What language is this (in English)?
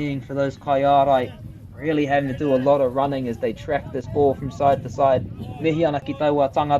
Māori